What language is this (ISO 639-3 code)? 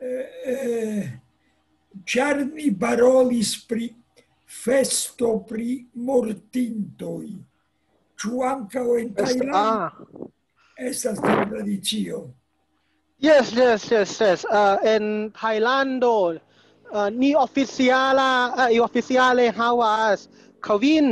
epo